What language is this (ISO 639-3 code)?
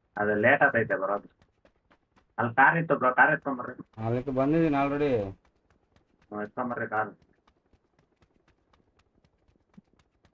kan